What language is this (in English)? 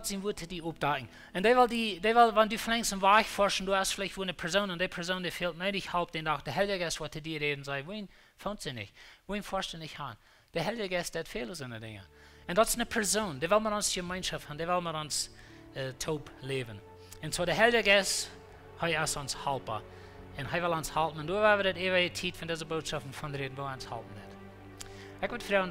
Plautdietsch